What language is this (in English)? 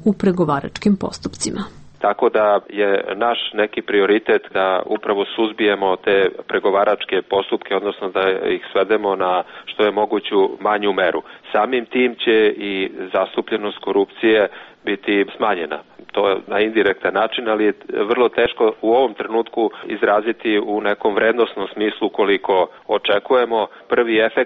Serbian